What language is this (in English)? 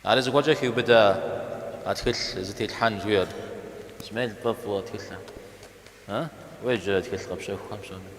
Kabardian